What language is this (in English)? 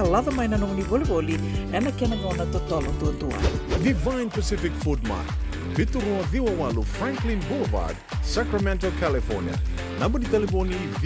Fijian